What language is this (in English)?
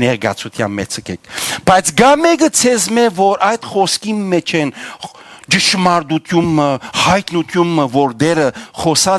Western Armenian